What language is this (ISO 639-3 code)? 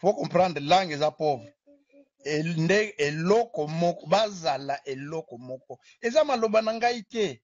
lin